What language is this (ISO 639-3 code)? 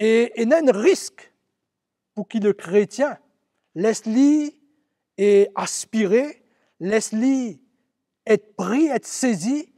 mfe